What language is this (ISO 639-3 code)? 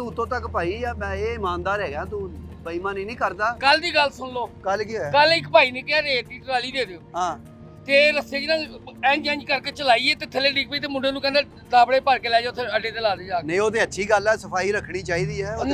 pan